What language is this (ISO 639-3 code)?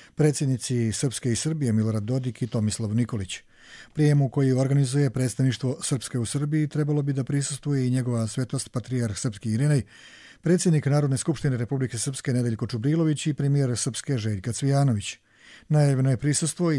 hrv